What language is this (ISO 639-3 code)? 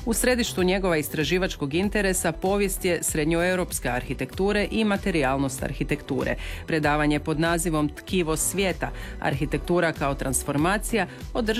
hrv